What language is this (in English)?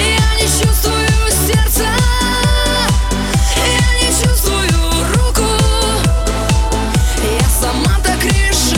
Russian